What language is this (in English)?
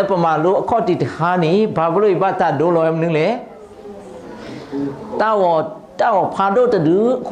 S'gaw Karen